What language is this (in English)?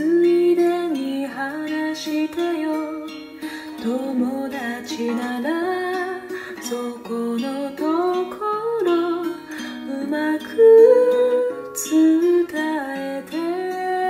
Japanese